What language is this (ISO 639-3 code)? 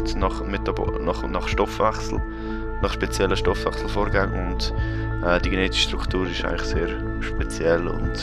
gsw